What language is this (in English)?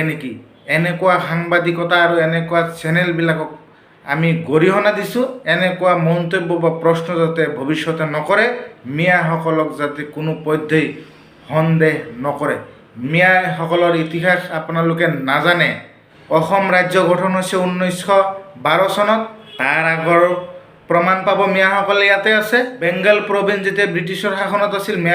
Assamese